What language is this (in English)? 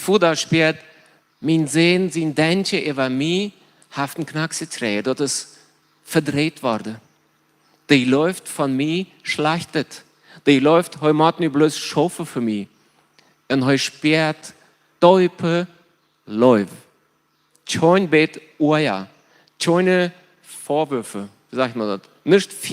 Plautdietsch